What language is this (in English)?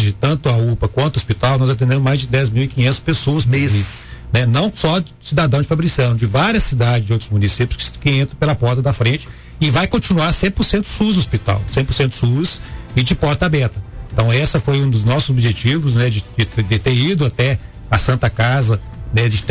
Portuguese